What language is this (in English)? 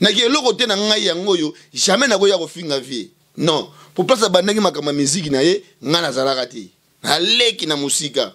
Lingala